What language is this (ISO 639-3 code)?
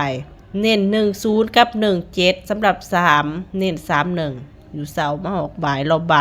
tts